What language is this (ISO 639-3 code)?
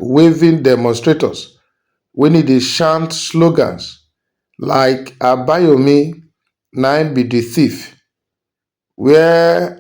pcm